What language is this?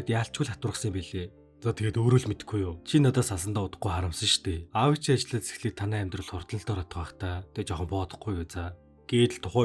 Mongolian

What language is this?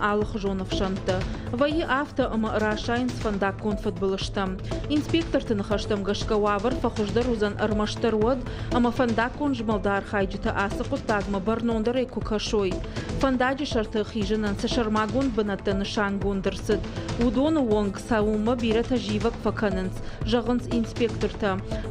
Ossetic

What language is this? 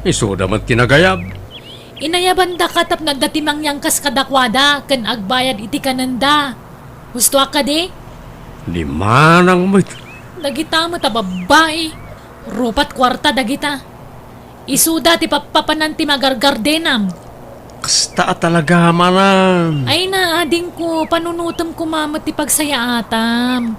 Iloko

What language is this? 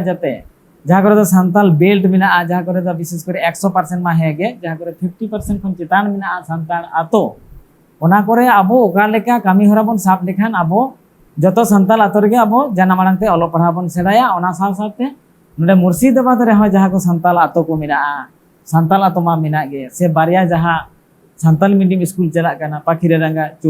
Santali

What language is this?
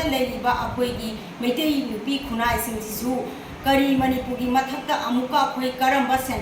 Manipuri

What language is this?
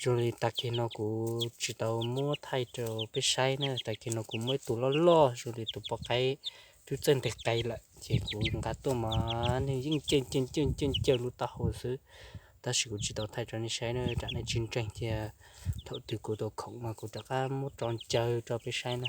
Hmong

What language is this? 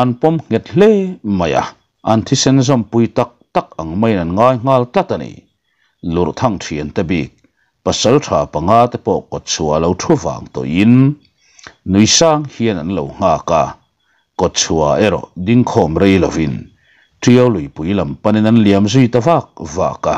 Mizo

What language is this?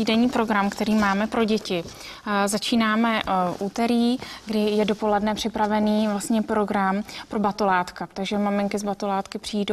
Czech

